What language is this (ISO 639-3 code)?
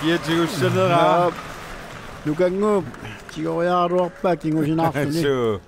kal